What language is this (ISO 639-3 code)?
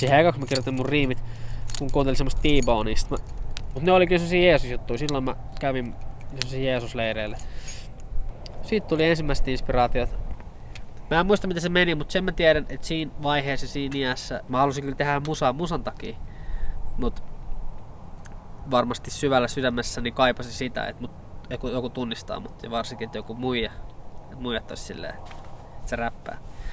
fin